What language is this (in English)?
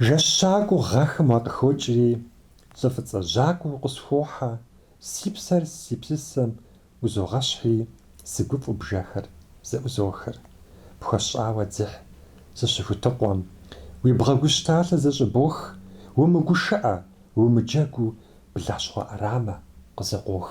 Kabardian